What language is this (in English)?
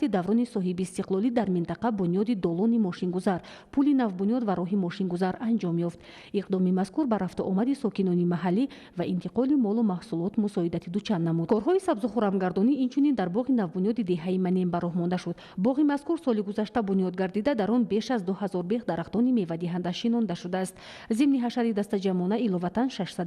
Tajik